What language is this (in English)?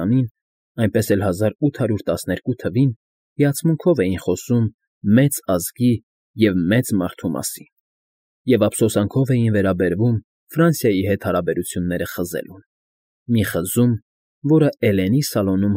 Armenian